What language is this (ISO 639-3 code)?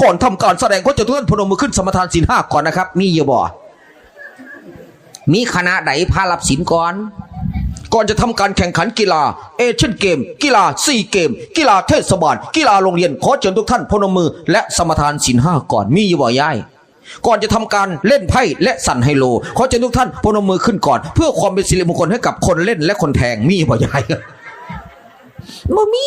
tts